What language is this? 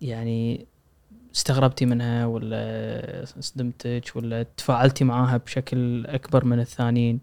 Gulf Arabic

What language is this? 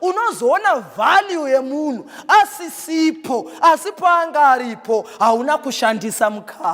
Shona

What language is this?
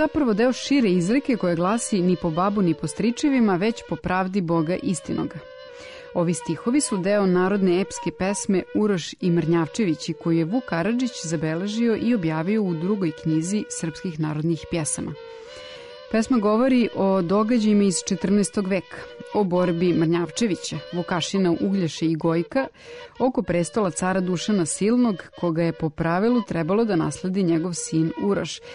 Serbian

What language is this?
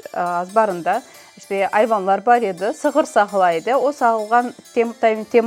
Crimean Tatar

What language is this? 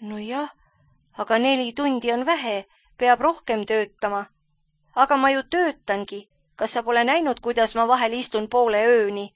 Estonian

